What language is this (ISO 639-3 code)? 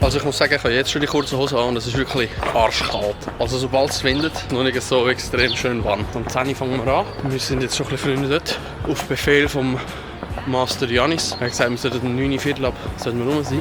gsw